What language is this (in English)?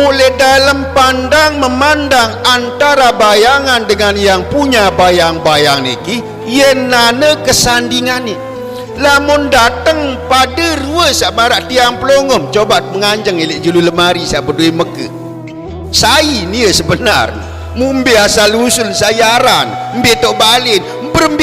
Sasak